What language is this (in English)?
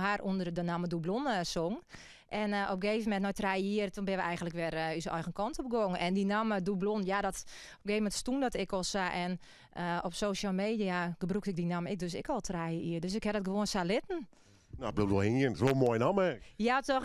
Western Frisian